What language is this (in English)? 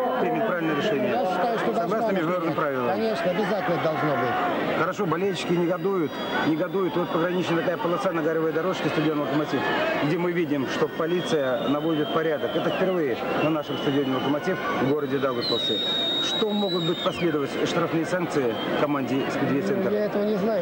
Russian